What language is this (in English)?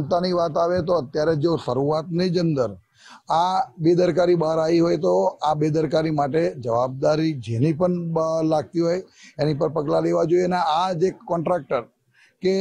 Gujarati